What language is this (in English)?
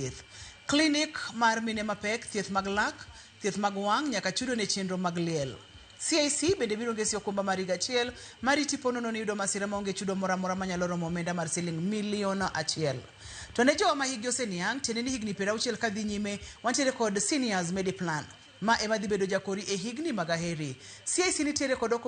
Luo (Kenya and Tanzania)